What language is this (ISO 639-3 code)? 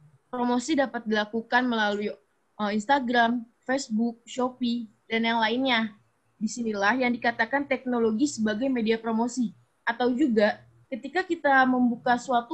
ind